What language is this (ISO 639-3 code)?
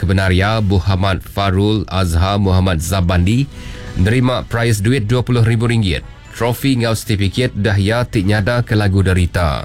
iba